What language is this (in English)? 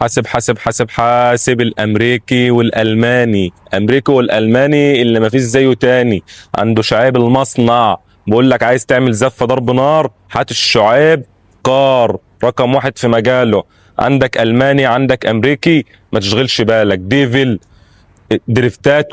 Egyptian Arabic